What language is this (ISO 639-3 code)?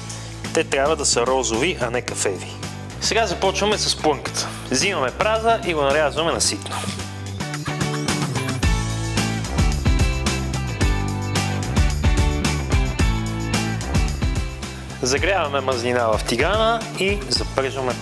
bul